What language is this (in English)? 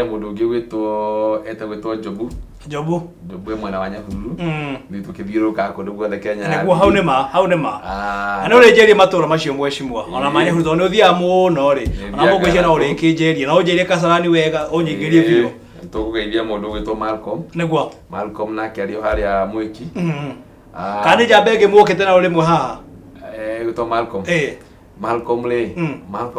Kikuyu